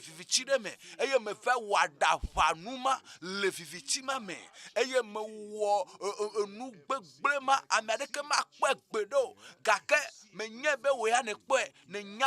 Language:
Ewe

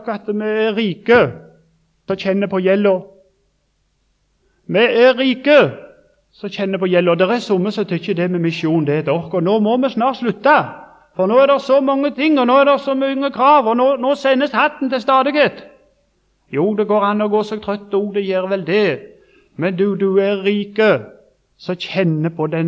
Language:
Norwegian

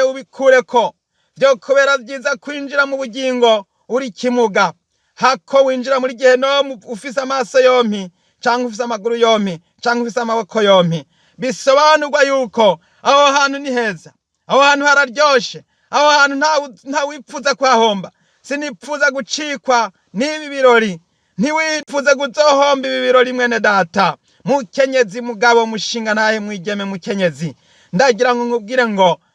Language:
Rundi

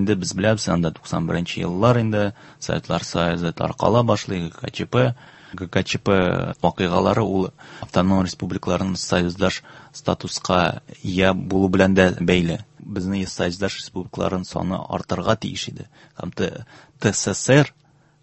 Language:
Tatar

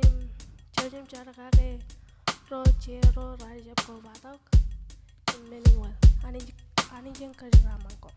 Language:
Marshallese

